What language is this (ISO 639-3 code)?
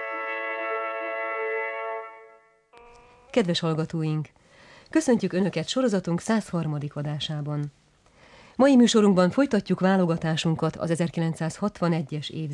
hun